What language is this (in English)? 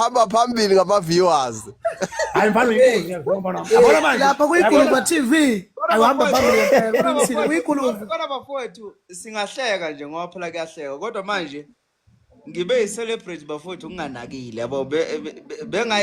Zulu